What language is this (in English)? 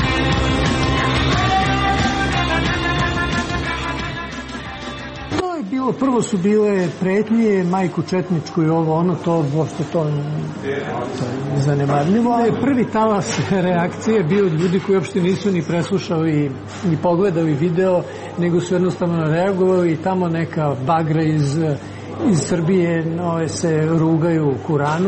Serbian